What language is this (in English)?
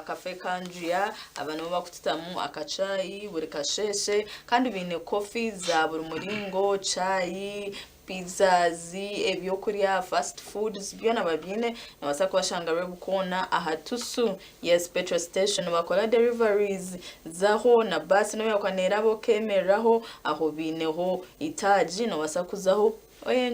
Nyankole